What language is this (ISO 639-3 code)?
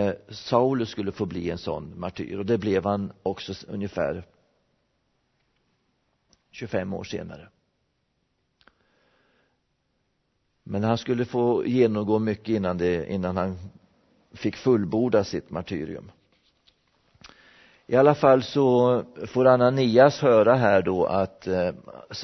swe